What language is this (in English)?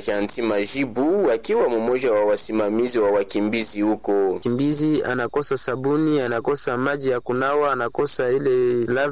Swahili